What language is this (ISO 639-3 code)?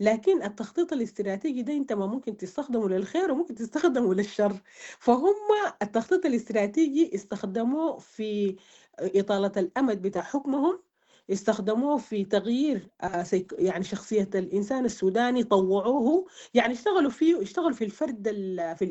apd